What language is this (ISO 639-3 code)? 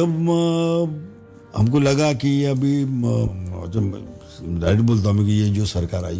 hin